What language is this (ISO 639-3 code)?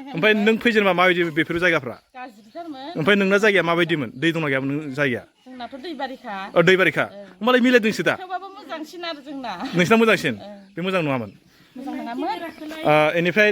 brx